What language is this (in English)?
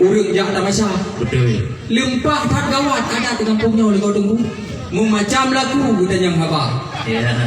Achinese